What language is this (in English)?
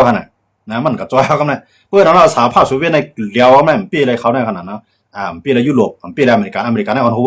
Shan